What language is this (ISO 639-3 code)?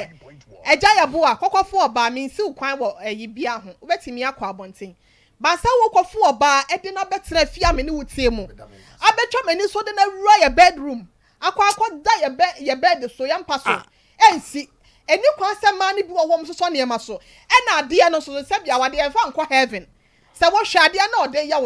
aka